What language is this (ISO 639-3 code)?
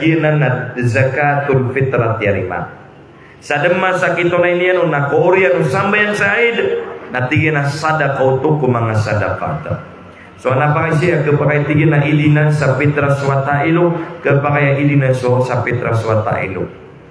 mrw